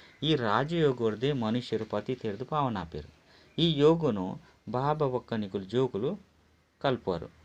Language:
Tulu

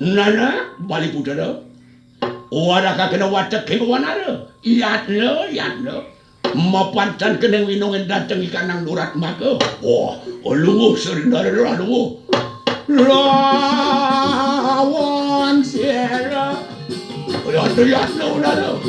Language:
Balinese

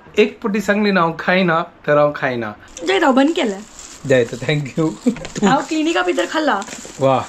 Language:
Konkani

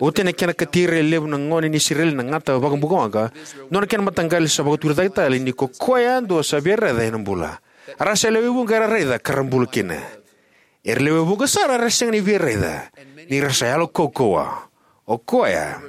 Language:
Fijian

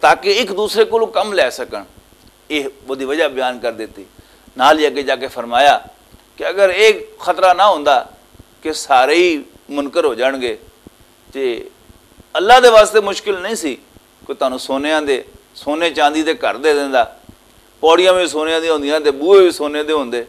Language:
Western Panjabi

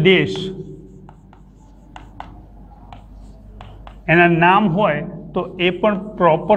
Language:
Gujarati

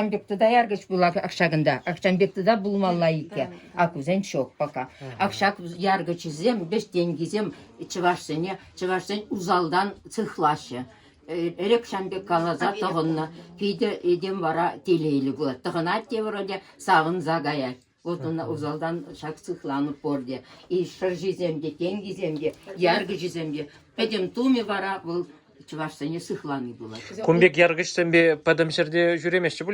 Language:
Chuvash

